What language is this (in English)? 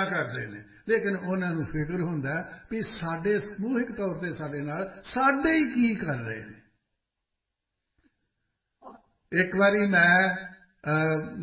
Punjabi